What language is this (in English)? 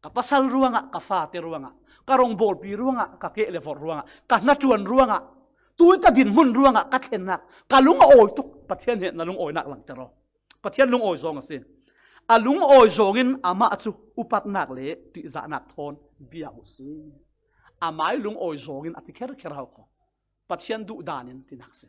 Falam Chin